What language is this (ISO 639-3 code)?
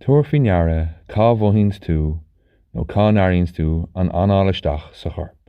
gle